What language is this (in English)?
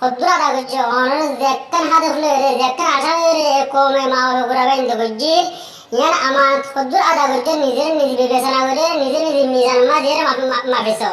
Rohingya